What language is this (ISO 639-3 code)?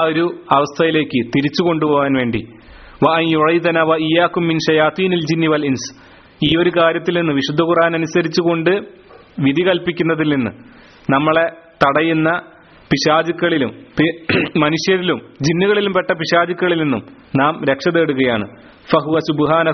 mal